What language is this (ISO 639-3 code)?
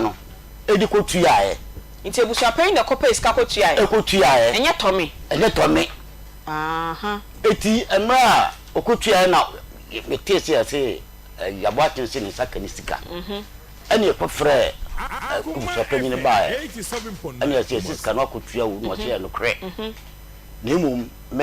aka